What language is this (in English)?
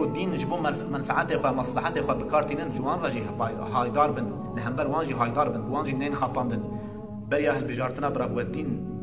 Kurdish